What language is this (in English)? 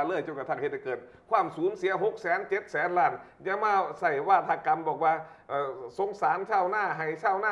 Northeastern Thai